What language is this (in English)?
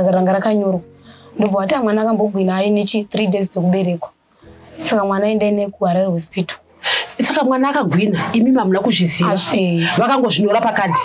Shona